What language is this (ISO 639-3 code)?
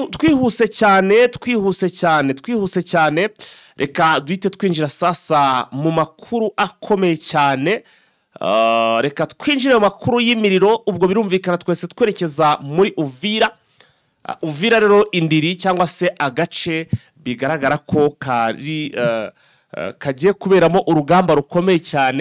kin